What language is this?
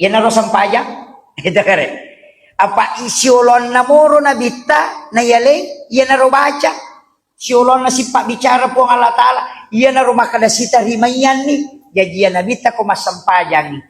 Buginese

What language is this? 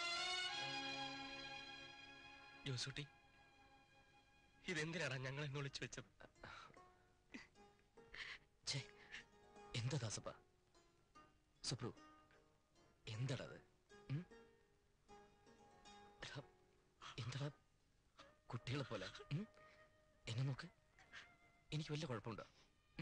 Malayalam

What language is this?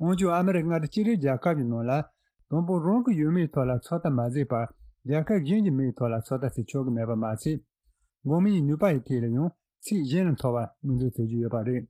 Tibetan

